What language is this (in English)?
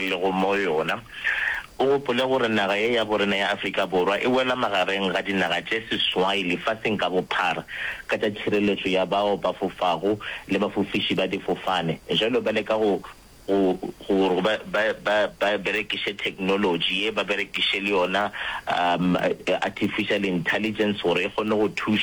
Northern Sotho